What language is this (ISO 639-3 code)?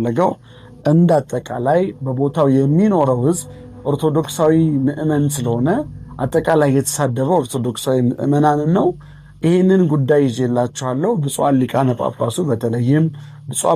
amh